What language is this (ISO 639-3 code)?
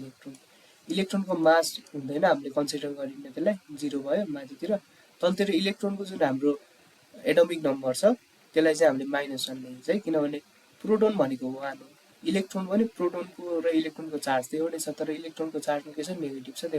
nep